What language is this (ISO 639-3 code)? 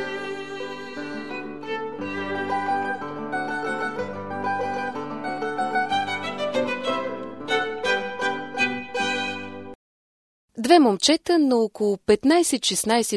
bul